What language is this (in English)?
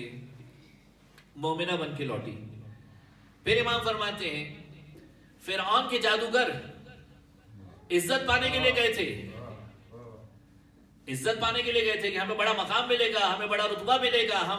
Urdu